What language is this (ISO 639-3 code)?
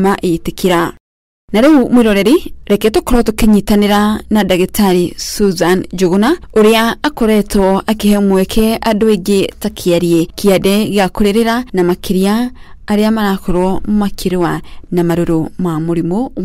kik